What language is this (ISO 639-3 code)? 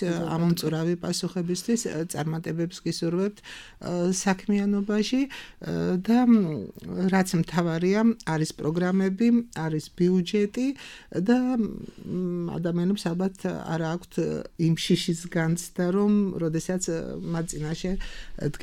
kat